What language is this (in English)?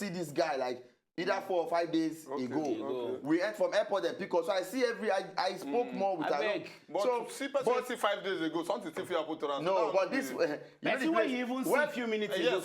Nigerian Pidgin